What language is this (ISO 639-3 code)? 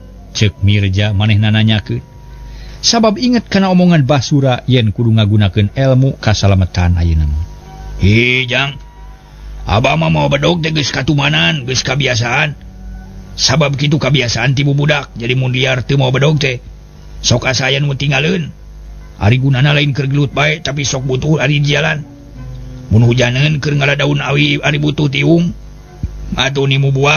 sun